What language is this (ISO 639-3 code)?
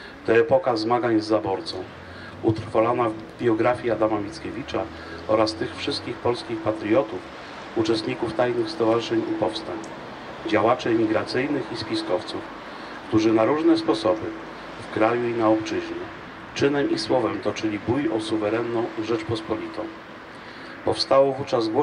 pol